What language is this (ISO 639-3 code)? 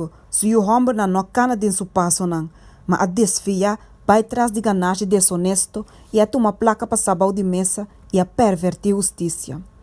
pap